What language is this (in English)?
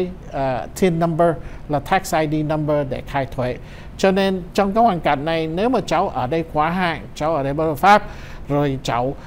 Vietnamese